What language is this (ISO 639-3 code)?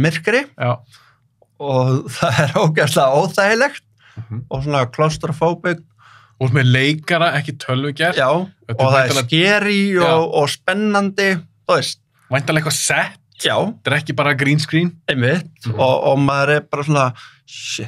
isl